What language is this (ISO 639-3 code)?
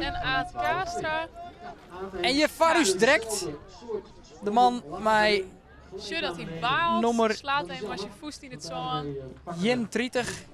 fry